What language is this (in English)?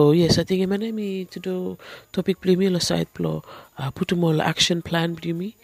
Bislama